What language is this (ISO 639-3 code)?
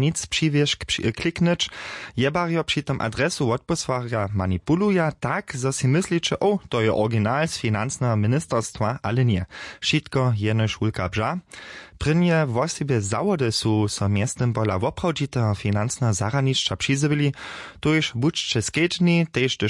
hsb